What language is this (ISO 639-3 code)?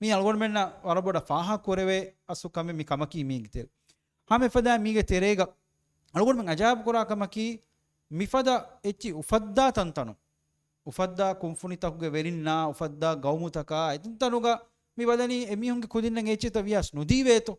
div